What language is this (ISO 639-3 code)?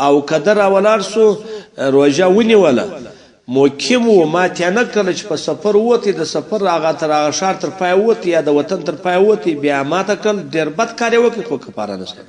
pus